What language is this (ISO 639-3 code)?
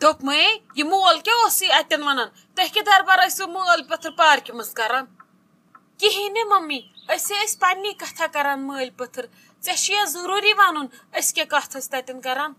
kas